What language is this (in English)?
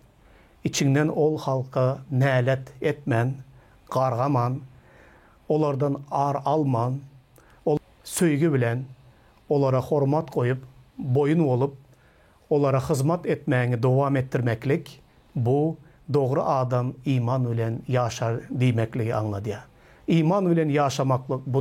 Turkmen